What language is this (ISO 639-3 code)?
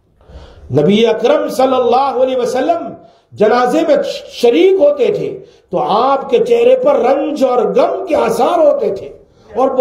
urd